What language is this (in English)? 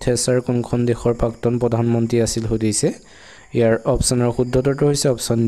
Assamese